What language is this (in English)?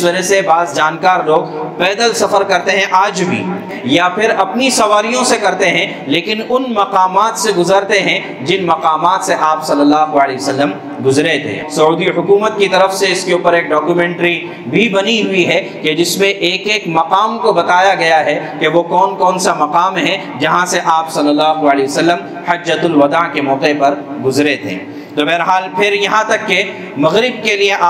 Urdu